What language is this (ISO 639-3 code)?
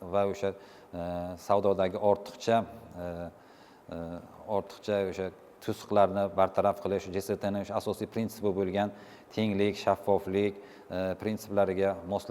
uzb